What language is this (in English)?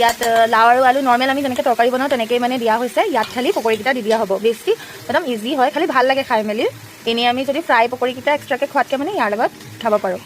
Assamese